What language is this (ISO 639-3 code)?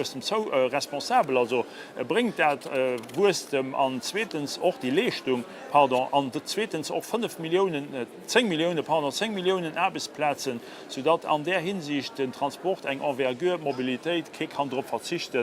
ltz